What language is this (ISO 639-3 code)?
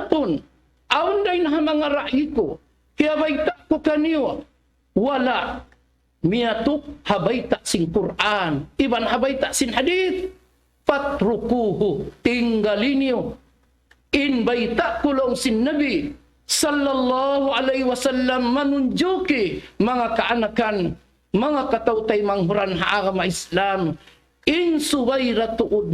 tsg